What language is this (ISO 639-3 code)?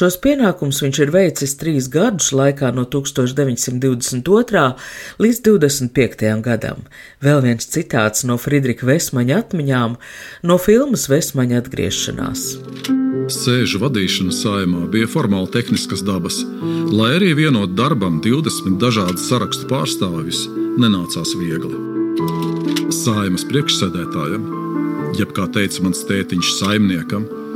lav